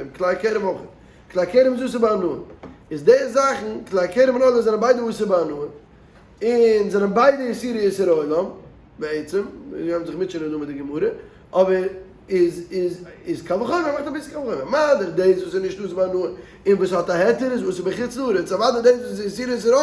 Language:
Yiddish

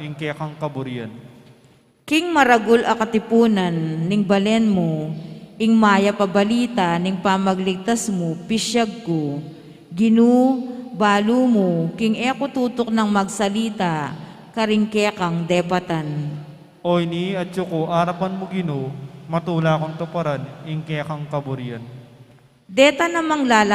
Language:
Pampanga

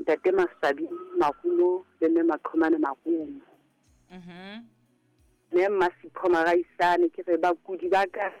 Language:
Southern Sotho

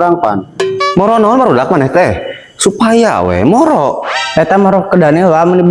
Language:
Sundanese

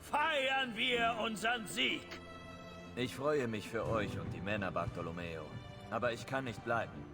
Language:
Bavarian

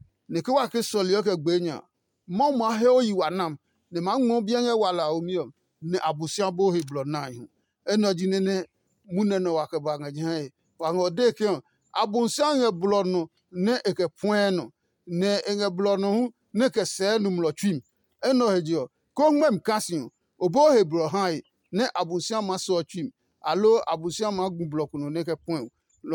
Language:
Adangme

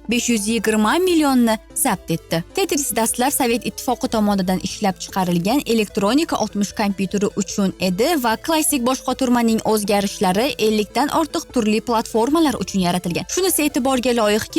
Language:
Uzbek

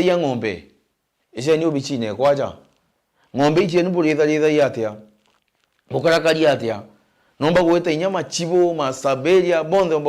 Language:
Meru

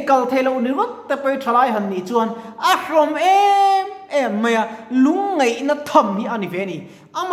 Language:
Mizo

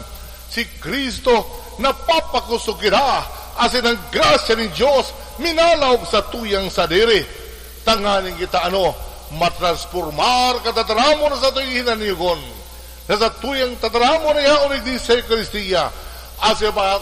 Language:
Bikol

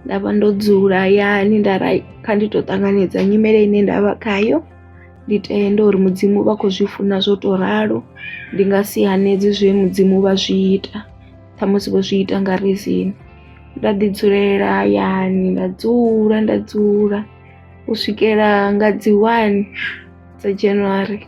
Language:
Venda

